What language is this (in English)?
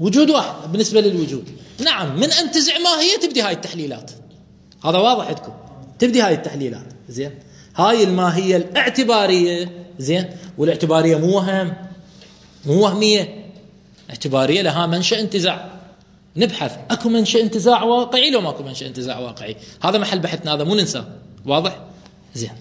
Mesopotamian Arabic